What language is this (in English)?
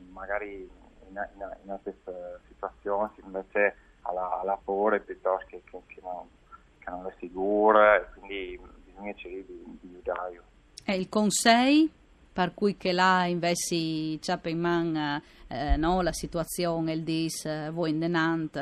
Friulian